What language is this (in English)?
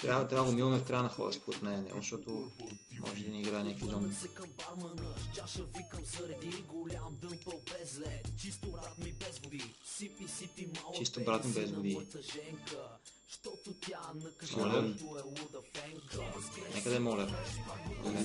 Bulgarian